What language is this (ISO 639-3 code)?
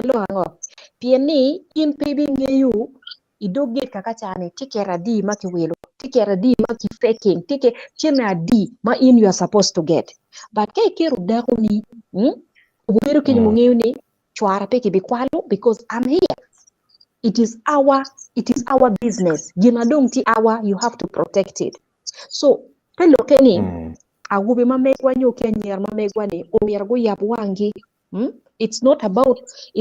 ach